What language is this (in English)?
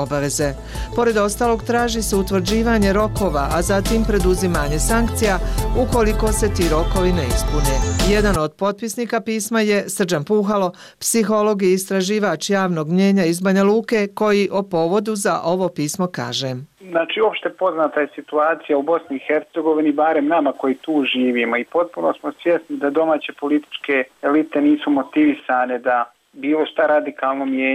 Bosnian